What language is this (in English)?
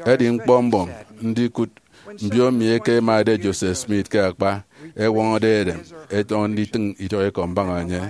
Efik